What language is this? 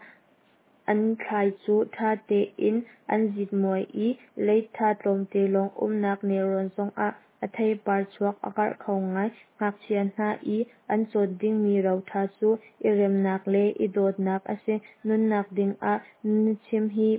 Hakha Chin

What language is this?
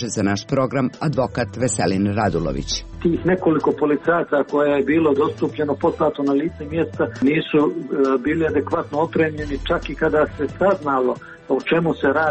Serbian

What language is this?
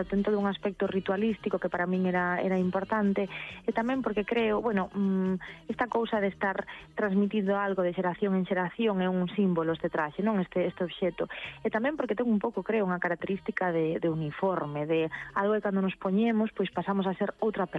Galician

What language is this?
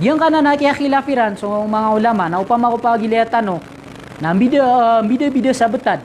Maranao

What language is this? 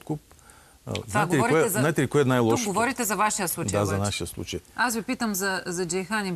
Bulgarian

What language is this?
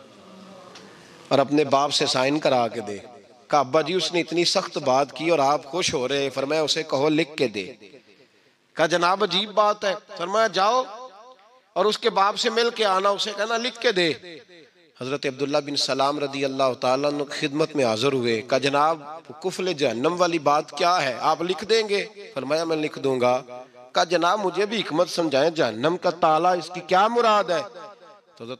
Urdu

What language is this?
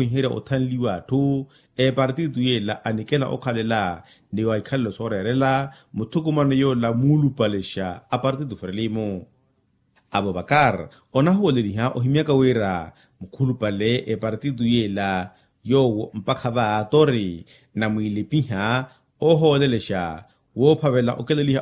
Makhuwa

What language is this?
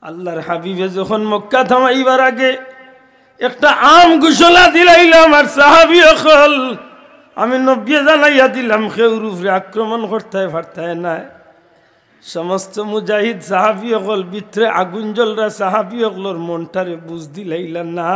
Sylheti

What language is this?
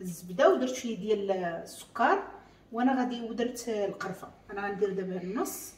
Moroccan Arabic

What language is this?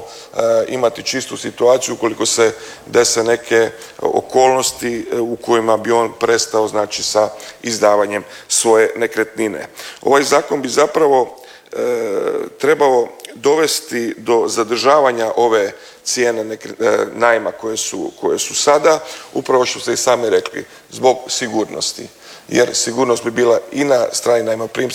Croatian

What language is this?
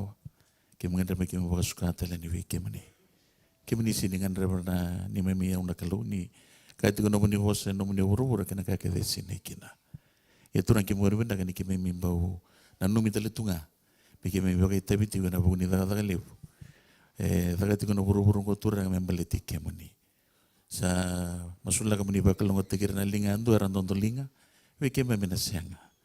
Fijian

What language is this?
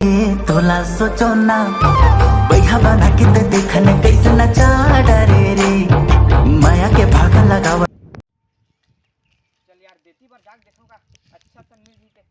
Chhattisgarhi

